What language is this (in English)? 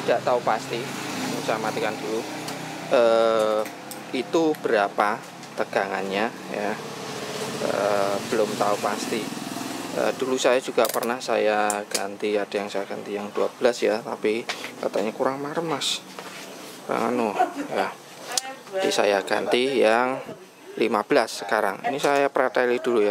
Indonesian